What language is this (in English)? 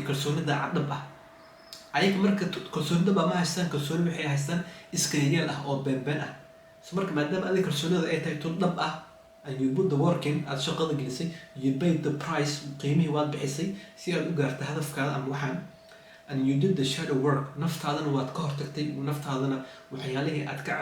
Somali